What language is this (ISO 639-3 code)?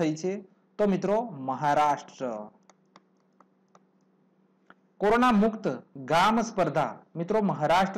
guj